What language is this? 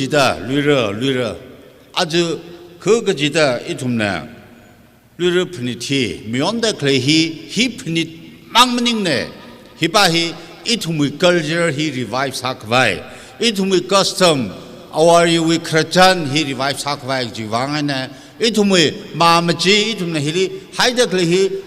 Tangkhul Naga (India)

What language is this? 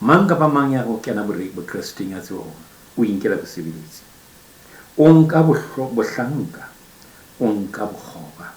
Southern Sotho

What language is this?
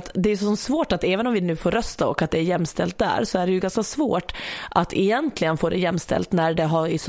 Swedish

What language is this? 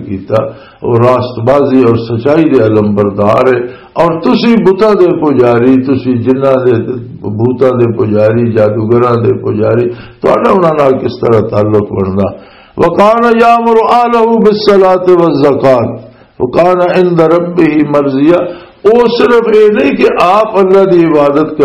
Western Panjabi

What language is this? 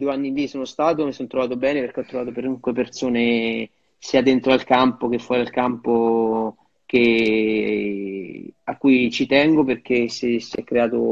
Italian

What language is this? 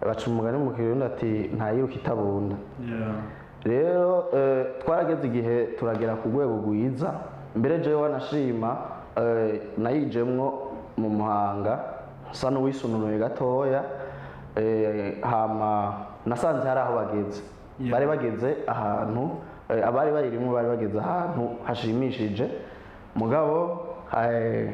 Rundi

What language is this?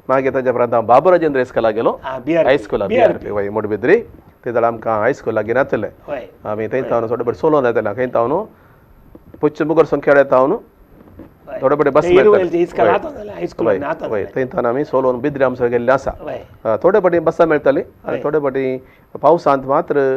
Konkani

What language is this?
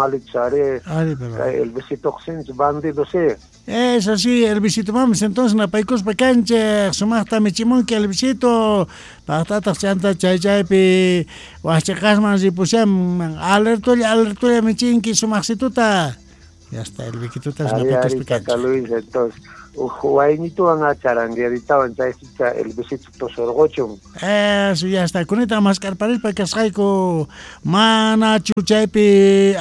Quechua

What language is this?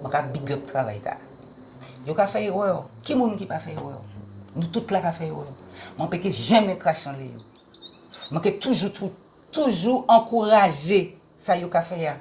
Guadeloupean Creole French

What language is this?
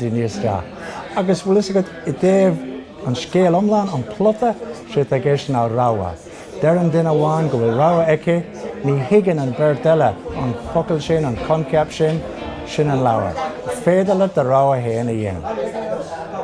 Irish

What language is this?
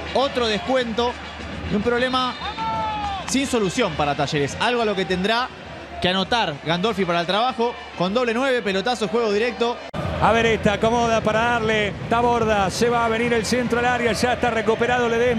Spanish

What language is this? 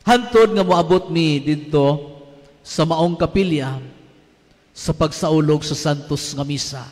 Cebuano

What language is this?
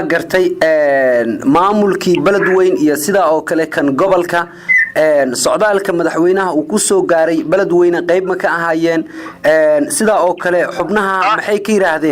Somali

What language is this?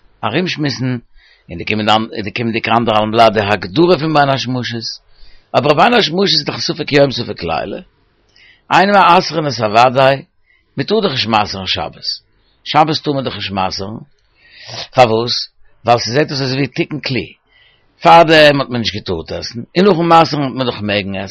Yiddish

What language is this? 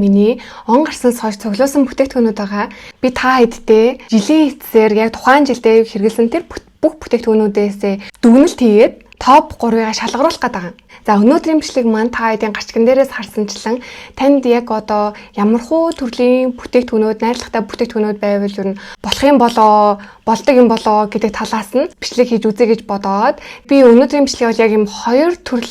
Mongolian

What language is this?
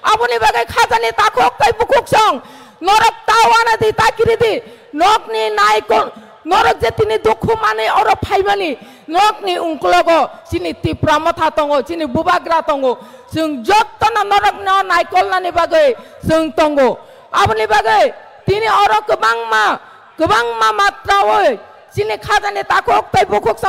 Kok Borok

